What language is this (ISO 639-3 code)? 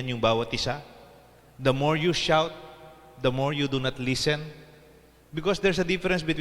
pam